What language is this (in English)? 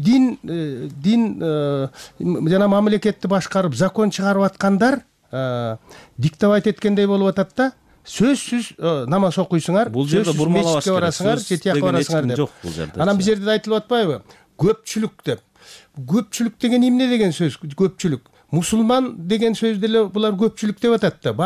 Kyrgyz